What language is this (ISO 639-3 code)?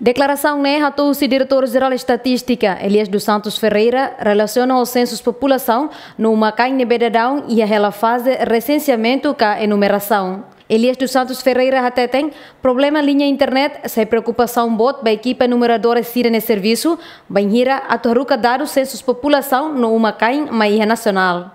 tet